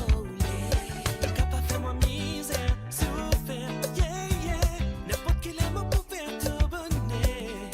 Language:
Morisyen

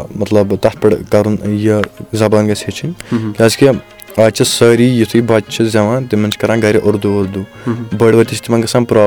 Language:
Kashmiri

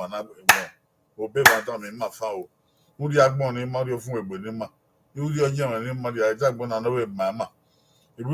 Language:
Bini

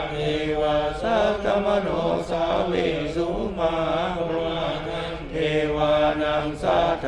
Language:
Pali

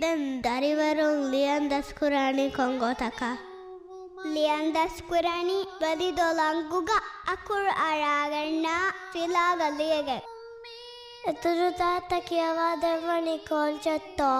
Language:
Divehi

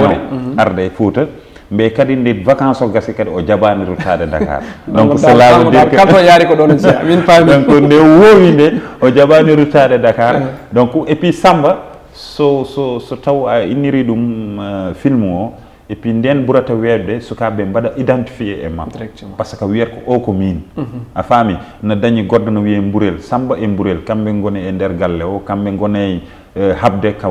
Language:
Fula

